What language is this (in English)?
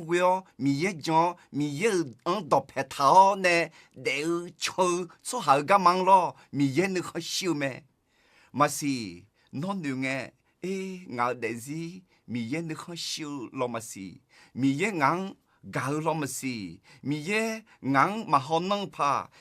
Akha